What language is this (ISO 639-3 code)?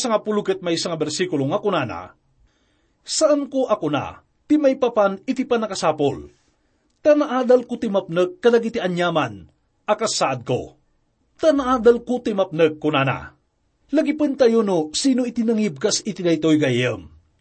ilo